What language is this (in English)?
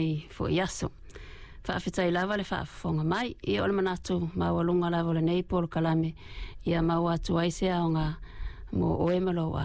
Samoan